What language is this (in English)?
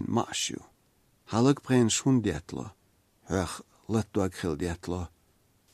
Chechen